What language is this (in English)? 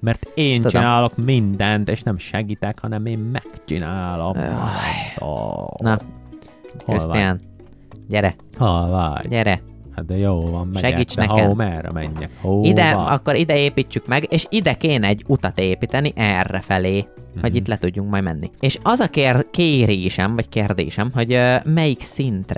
Hungarian